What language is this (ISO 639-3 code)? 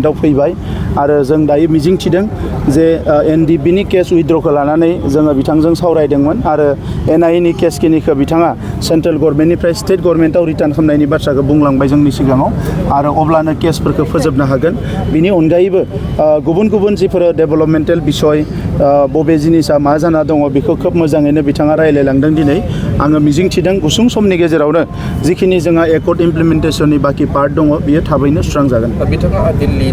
brx